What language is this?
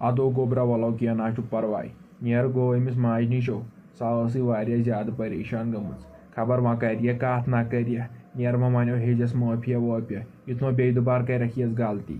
Kashmiri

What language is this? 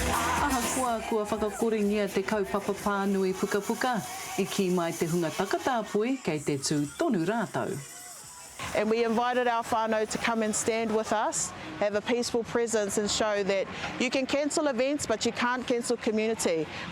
Māori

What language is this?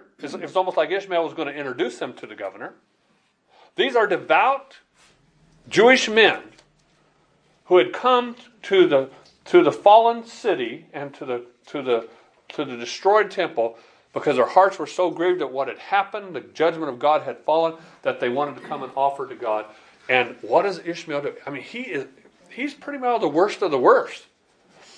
English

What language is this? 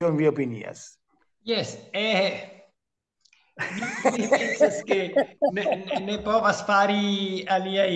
Esperanto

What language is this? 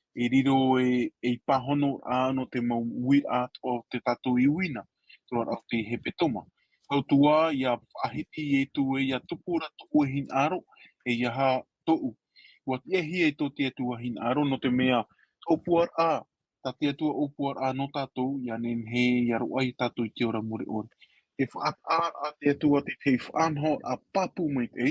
Tahitian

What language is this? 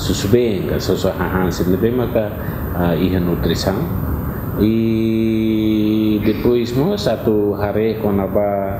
Tetum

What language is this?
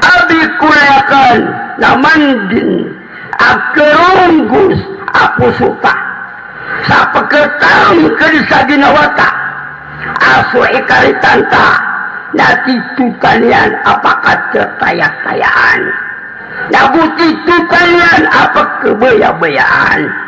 Maranao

